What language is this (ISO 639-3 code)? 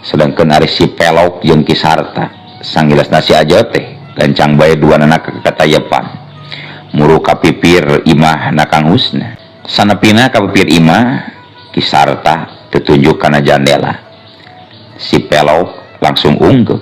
sun